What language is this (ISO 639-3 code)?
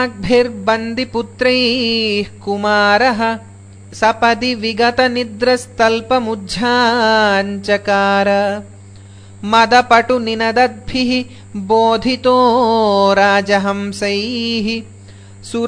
san